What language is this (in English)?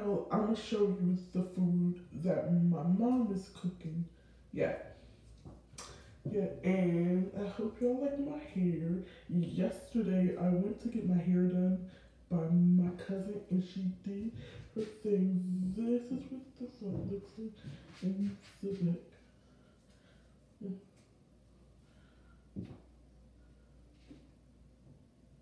English